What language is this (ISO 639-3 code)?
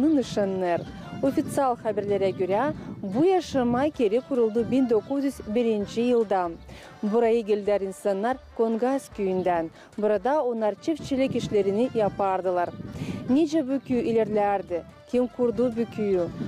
gag